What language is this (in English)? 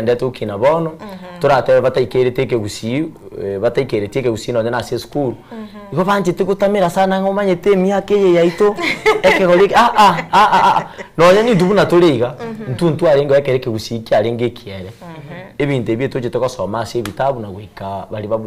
Gusii